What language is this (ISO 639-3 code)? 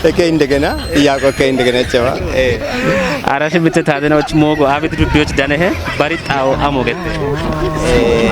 kbr